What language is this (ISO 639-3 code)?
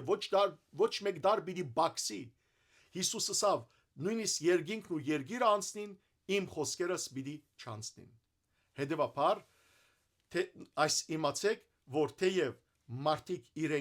hyw